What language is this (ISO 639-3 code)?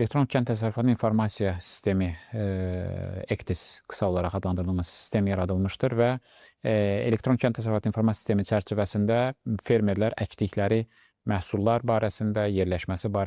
aze